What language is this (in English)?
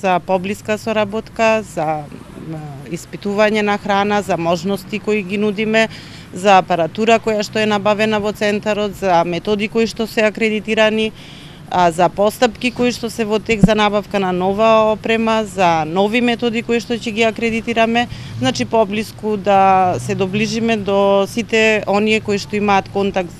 Macedonian